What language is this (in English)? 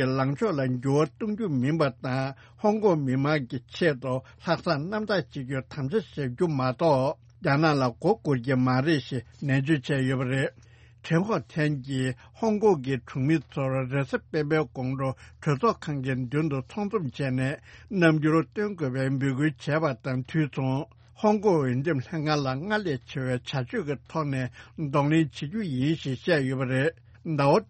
Tibetan